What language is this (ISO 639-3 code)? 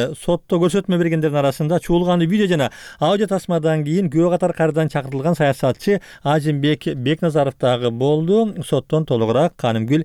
kir